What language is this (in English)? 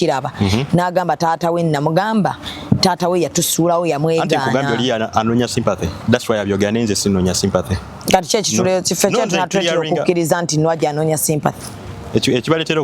Ganda